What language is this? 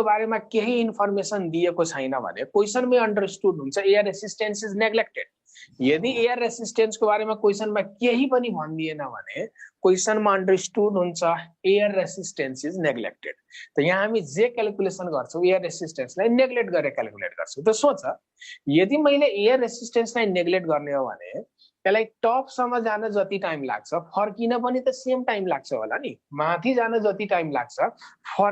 Nepali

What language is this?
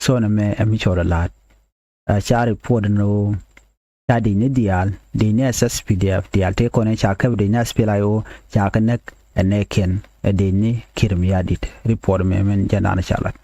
Nuer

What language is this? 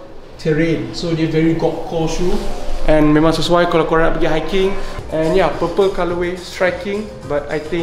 Malay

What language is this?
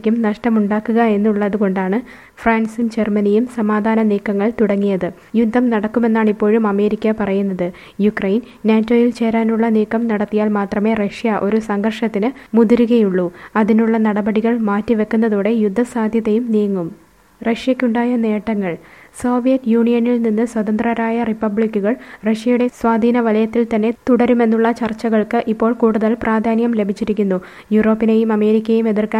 Malayalam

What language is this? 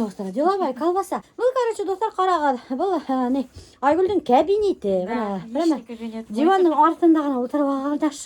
Bashkir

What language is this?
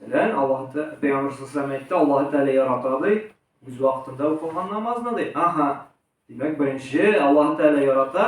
Tatar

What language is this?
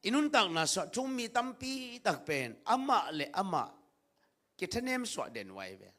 Tedim Chin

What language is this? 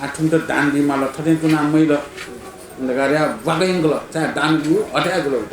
Newari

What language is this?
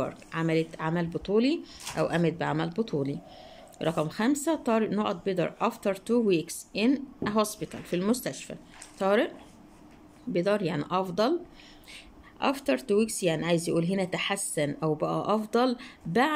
Egyptian Arabic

